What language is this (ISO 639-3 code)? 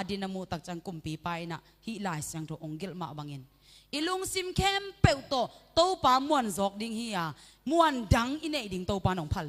ctd